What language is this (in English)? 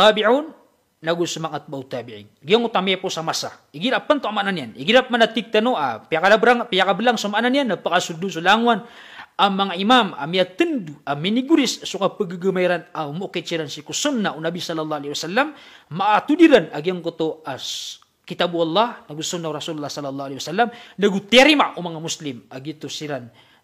Maranao